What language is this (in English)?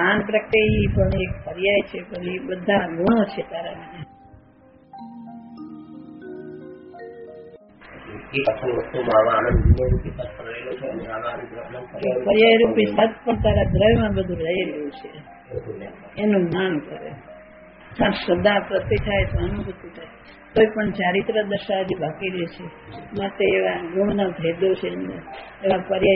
Gujarati